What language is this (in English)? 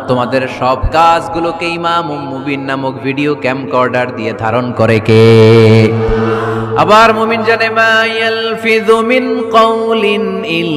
Bangla